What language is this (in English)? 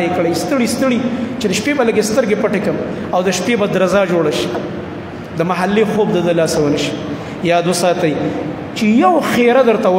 Pashto